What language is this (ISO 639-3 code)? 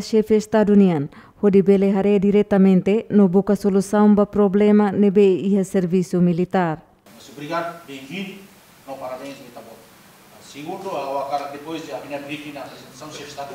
tet